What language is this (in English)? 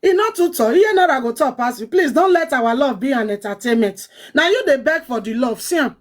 Nigerian Pidgin